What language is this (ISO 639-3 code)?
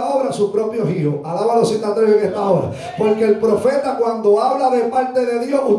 spa